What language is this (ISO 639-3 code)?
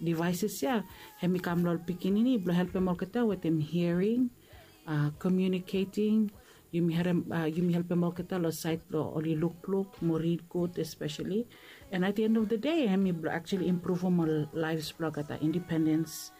bis